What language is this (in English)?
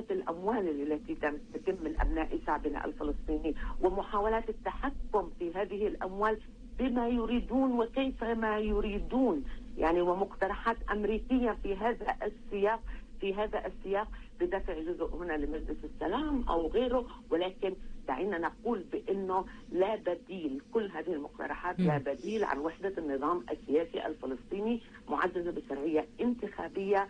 Arabic